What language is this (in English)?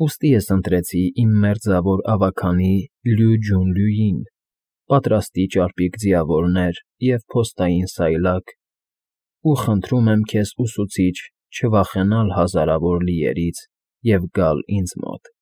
Armenian